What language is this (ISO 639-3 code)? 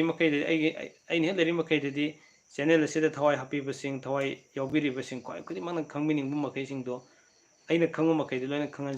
mni